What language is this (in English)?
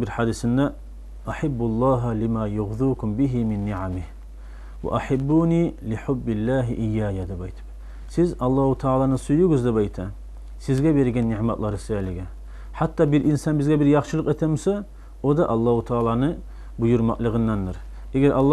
Kumyk